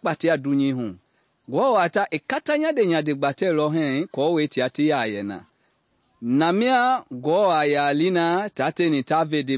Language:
Mende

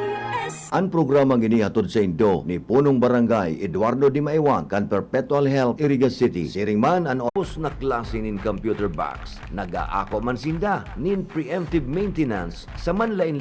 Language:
Bikol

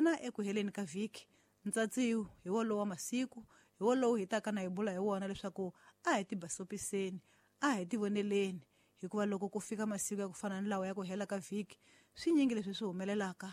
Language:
Tsonga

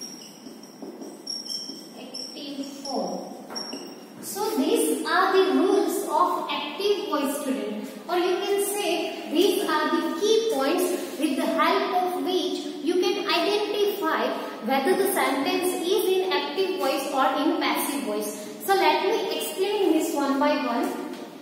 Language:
English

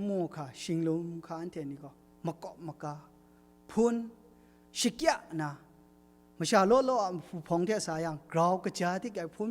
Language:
Kachin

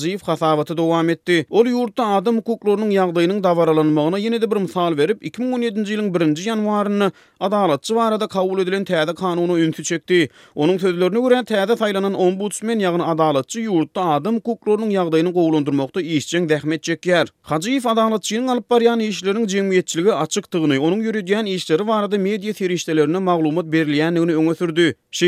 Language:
Turkmen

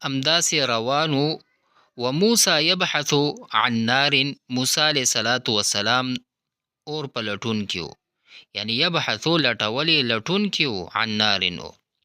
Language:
Pashto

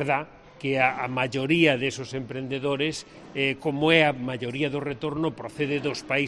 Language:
Galician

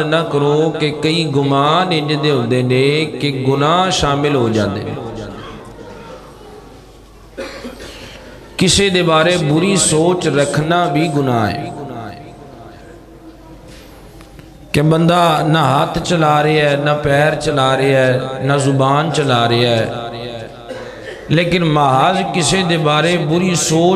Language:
Western Panjabi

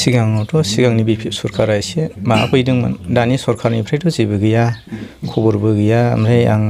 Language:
Bodo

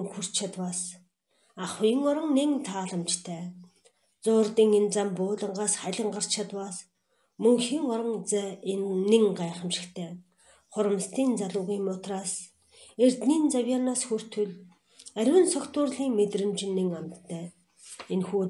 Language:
Mongolian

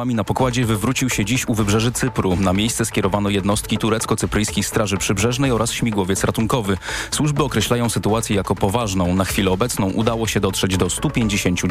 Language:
Polish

